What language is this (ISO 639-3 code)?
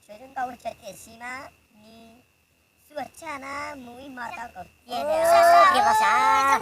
hmn